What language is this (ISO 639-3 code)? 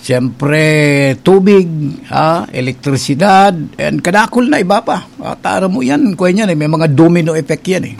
bik